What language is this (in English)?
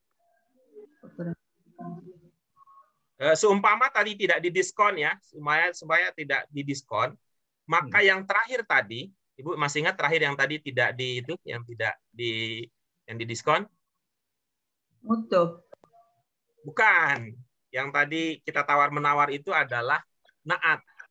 Indonesian